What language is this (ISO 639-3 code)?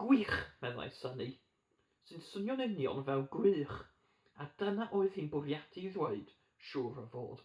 cym